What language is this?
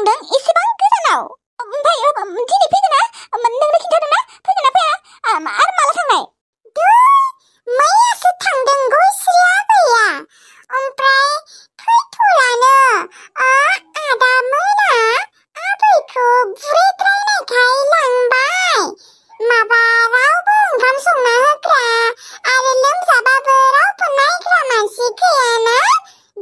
Bodo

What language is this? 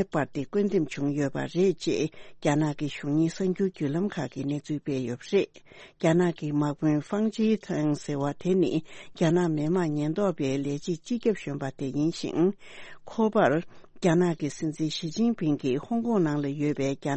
Tibetan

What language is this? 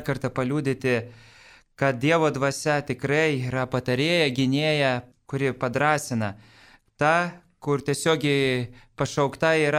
Lithuanian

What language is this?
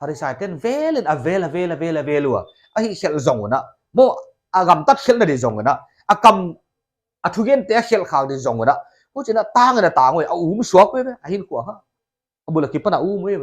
Paite Chin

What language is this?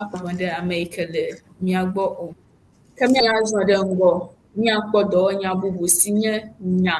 Ewe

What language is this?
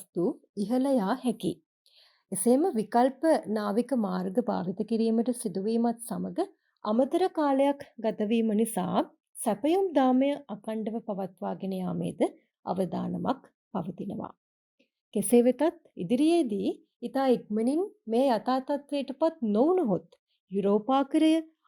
Sinhala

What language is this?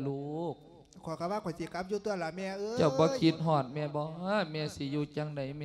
Lao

